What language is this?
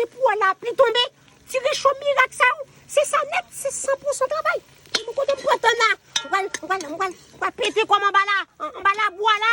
Haitian Creole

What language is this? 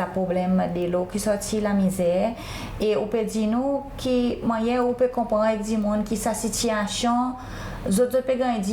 Seselwa Creole French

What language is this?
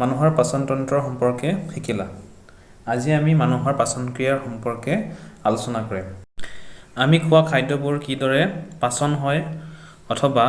Assamese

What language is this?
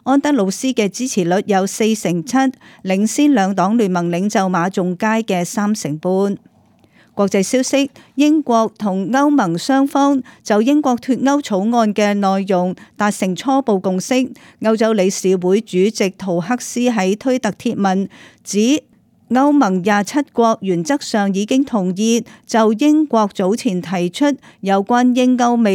Cantonese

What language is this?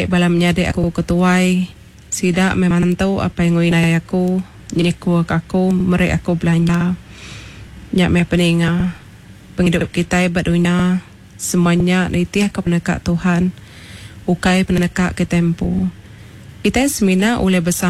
Iban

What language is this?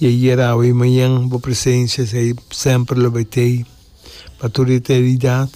Papiamento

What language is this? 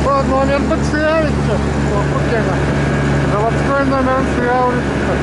Yakut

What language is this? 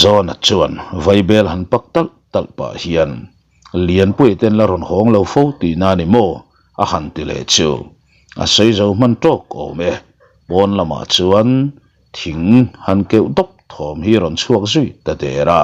Mizo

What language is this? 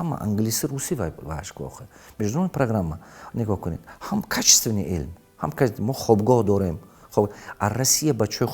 Tajik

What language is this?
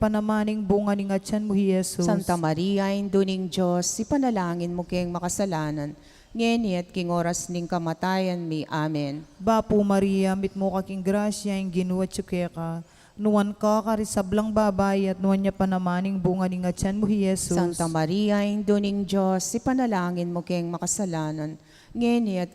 Pampanga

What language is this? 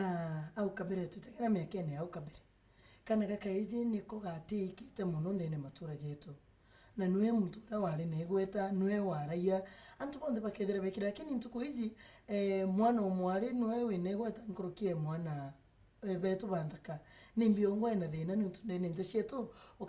Meru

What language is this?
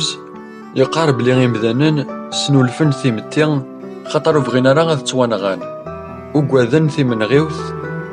Kabyle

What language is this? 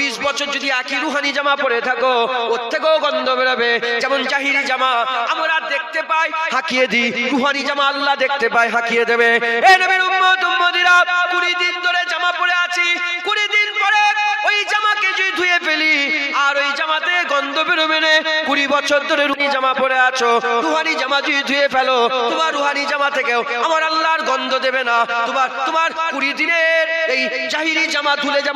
Bangla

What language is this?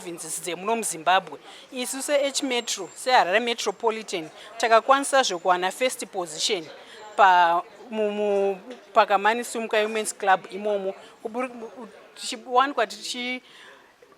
Shona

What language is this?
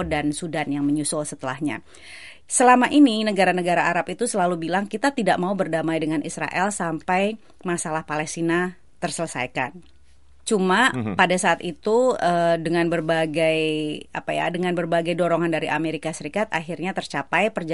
Indonesian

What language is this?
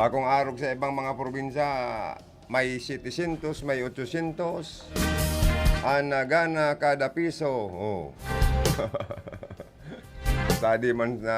Bikol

